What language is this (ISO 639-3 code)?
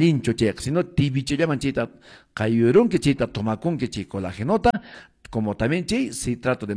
que